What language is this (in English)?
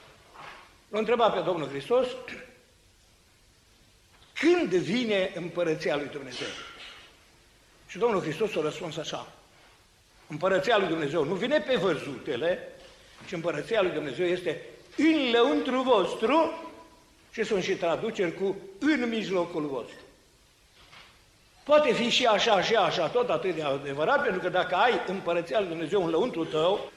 Romanian